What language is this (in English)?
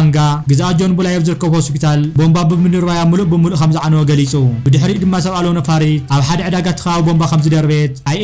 Tigrinya